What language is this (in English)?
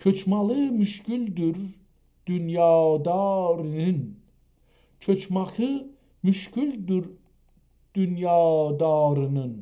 South Azerbaijani